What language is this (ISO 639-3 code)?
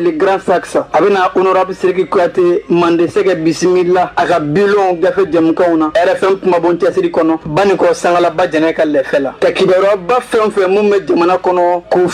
bam